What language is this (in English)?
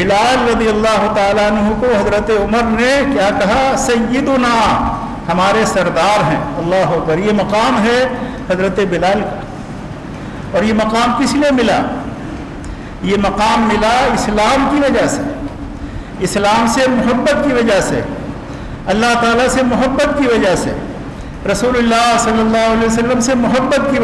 Urdu